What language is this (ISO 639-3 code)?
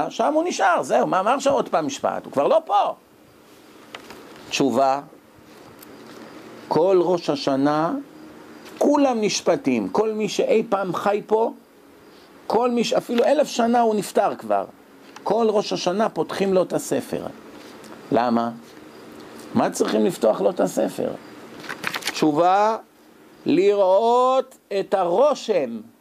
heb